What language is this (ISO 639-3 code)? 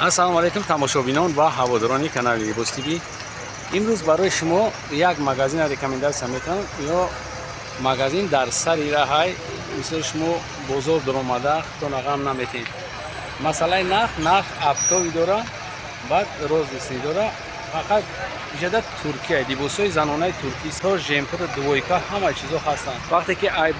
tgk